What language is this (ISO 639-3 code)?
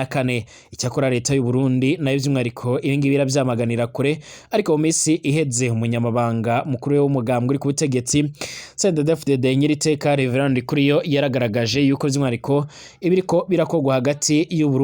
run